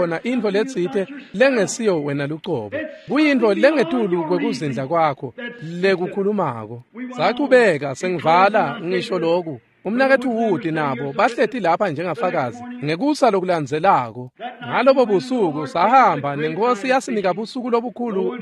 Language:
Swati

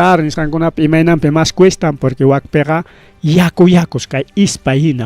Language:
Ayacucho Quechua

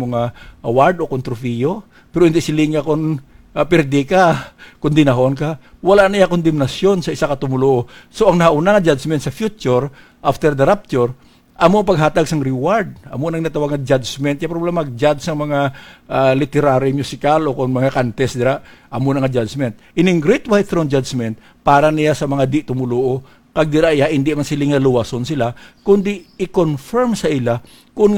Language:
Hiligaynon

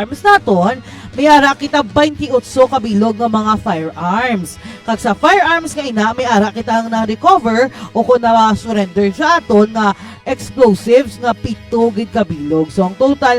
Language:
Hiligaynon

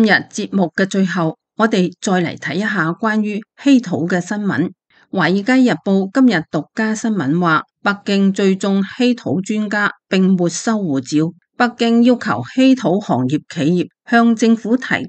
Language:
Cantonese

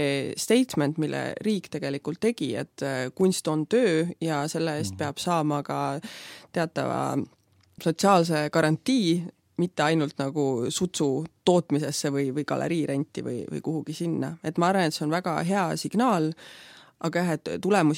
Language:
Estonian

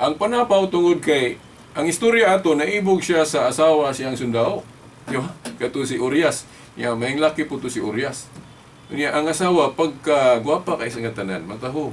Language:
Cebuano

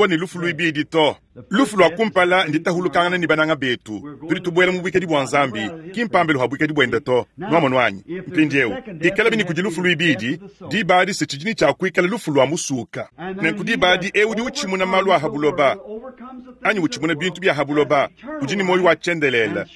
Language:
Luba-Lulua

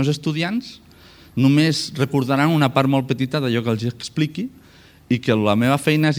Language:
Catalan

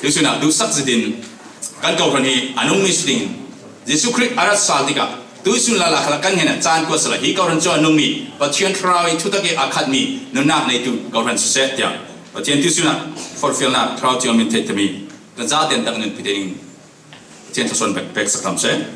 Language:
Falam Chin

